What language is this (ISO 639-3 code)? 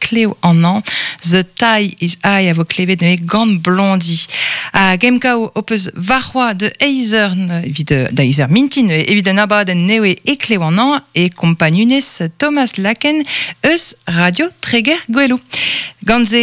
bre